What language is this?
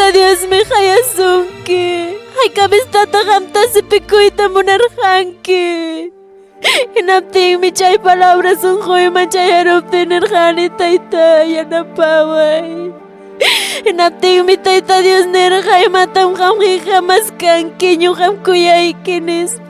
Ayacucho Quechua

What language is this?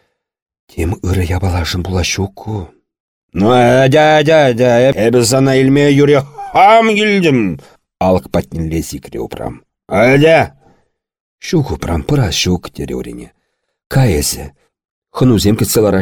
Chuvash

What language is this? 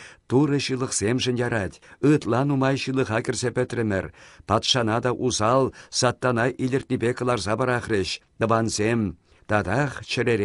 Chuvash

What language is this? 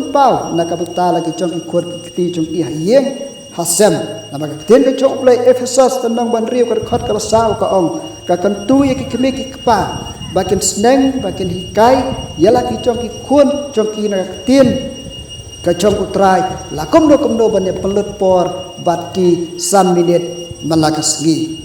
Khasi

